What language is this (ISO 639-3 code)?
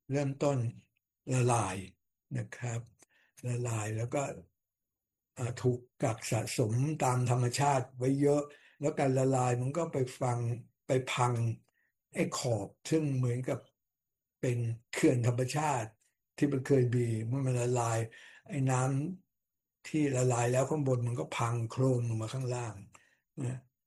tha